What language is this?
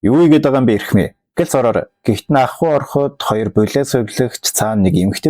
Mongolian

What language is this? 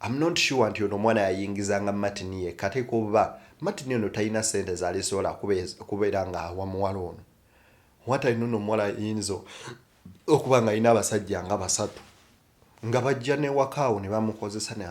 Ganda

